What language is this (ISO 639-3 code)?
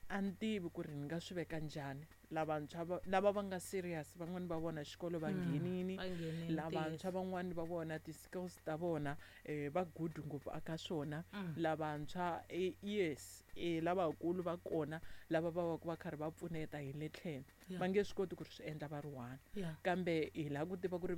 tso